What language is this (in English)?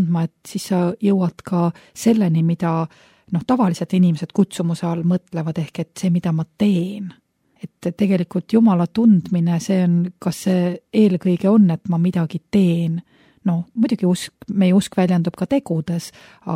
Estonian